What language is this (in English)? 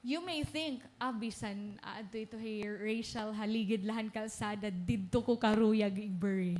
Waray